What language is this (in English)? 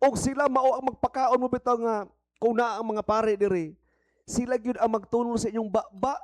Cebuano